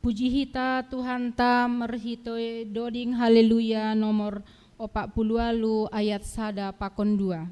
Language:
Batak Simalungun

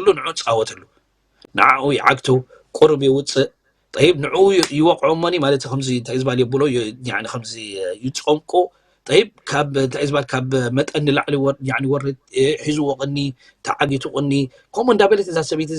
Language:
Tigrinya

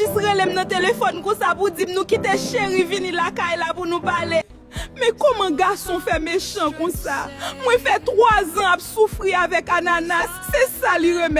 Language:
Haitian Creole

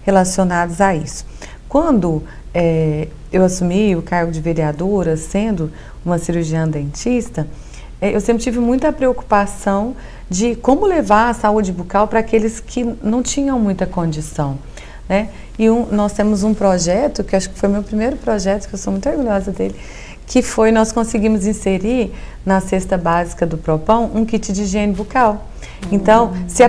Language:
Portuguese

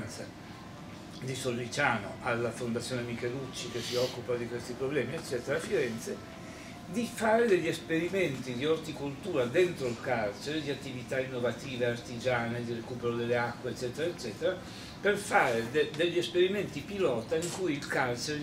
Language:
Italian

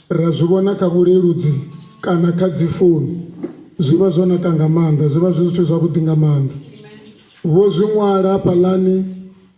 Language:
Venda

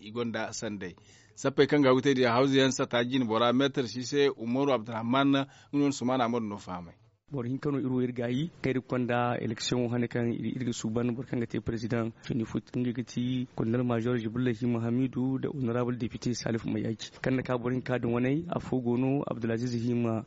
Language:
Zarma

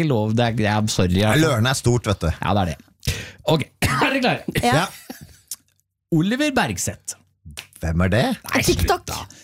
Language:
Norwegian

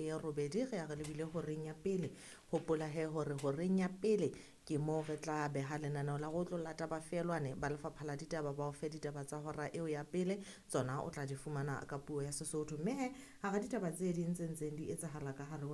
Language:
Southern Sotho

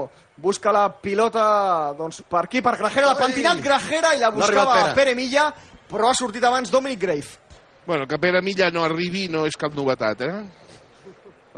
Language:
Catalan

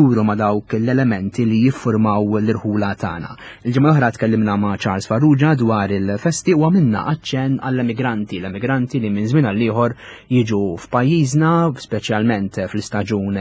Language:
Maltese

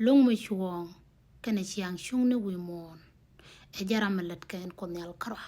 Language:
Nuer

